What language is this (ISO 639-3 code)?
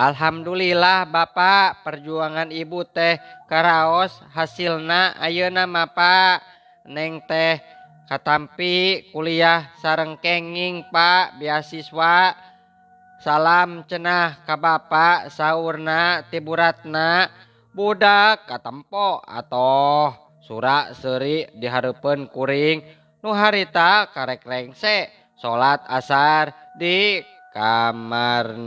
sun